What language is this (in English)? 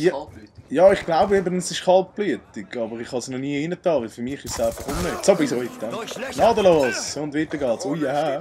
Swiss German